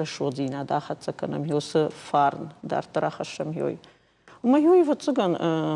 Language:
Ossetic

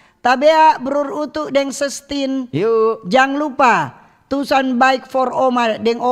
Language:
Manado Malay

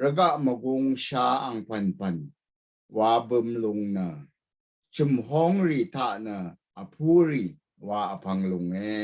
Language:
Rawang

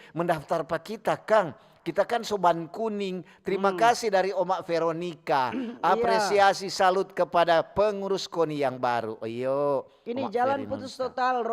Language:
Manado Malay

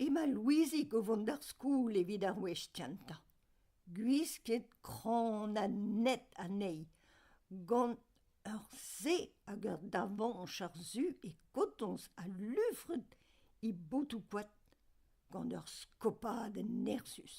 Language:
Breton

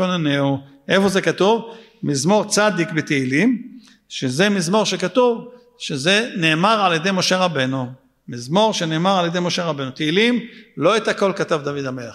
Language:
Hebrew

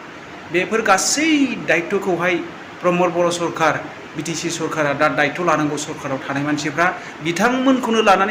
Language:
Bodo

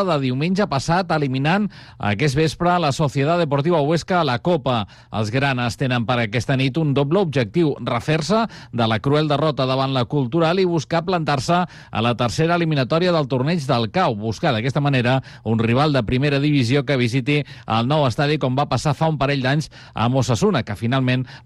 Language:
Catalan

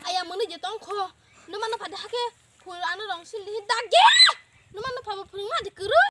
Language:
Kok Borok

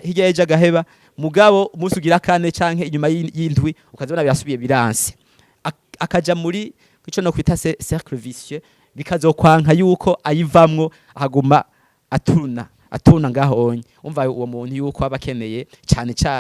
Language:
Rundi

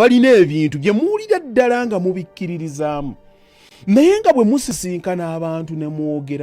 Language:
Ganda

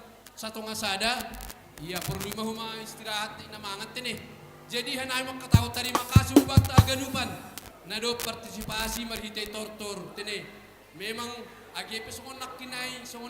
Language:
Batak Simalungun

